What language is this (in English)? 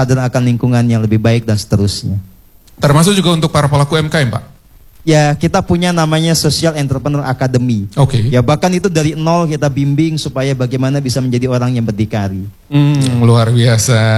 Indonesian